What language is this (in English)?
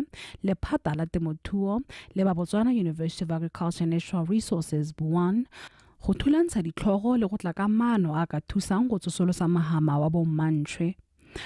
Tswana